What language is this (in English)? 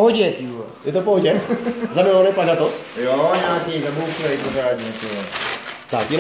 Czech